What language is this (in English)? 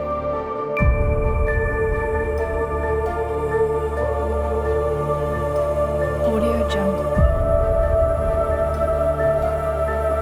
Malay